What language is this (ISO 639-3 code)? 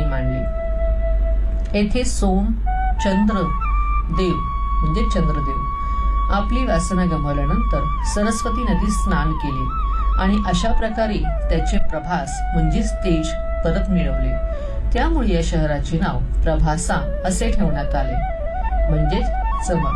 mar